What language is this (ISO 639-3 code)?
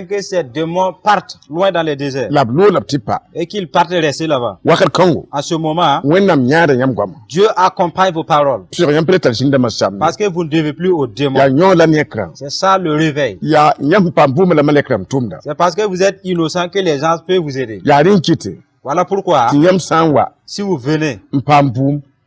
mos